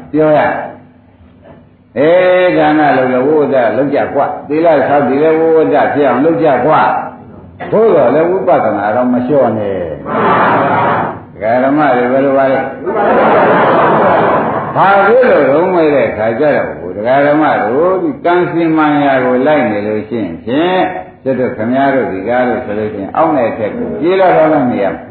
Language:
Burmese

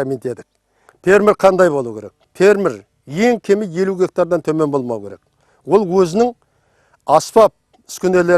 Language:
Kara-Kalpak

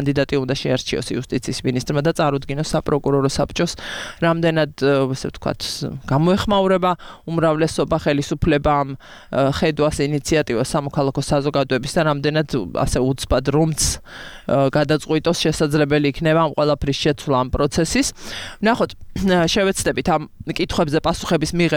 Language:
Georgian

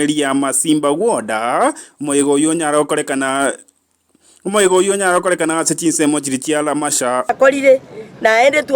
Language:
Gusii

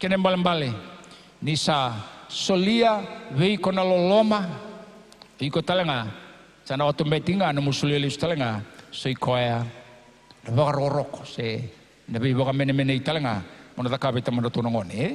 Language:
Fijian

